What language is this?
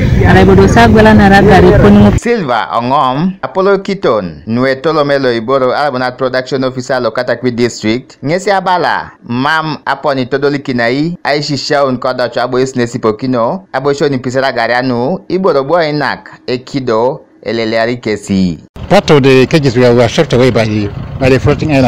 Teso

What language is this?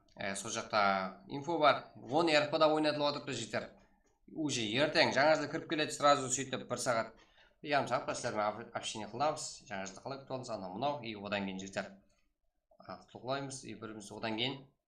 Kara-Kalpak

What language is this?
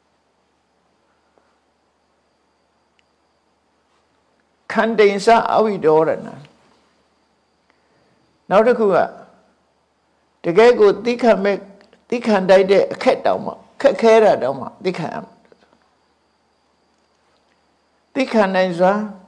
Burmese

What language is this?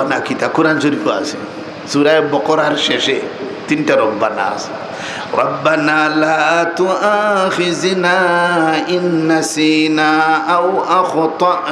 Sylheti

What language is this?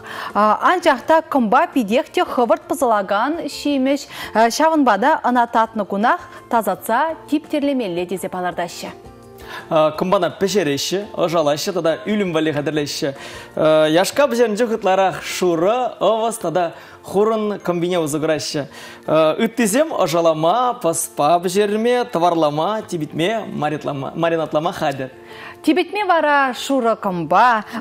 Chuvash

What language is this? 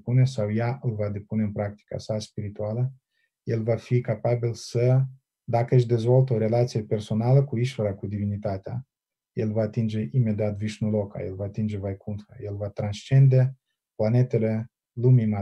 Romanian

